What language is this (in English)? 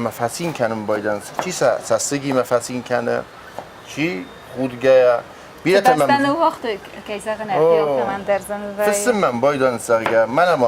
Ossetic